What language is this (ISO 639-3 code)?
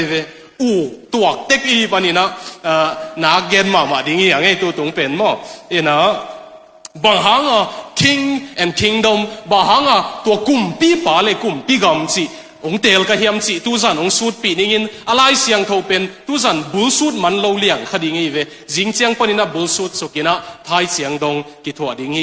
ctd